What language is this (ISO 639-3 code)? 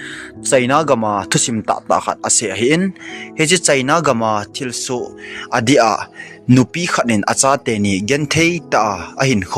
tcz